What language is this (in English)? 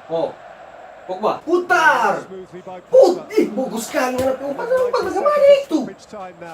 Manado Malay